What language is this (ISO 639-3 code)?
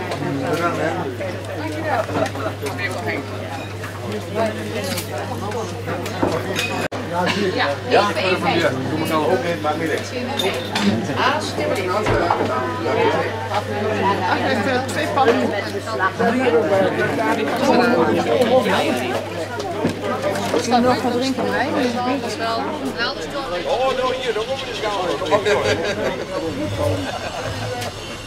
nld